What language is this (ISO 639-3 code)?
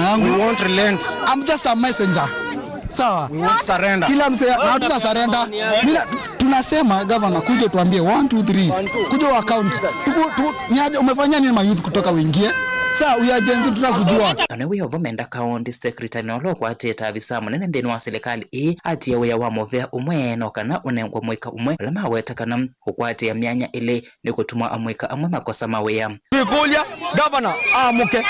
kam